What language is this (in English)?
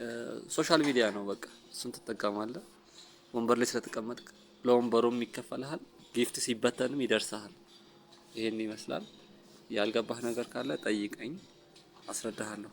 Amharic